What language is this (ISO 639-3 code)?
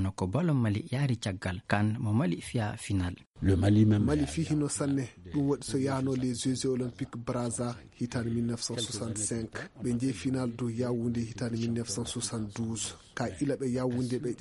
ful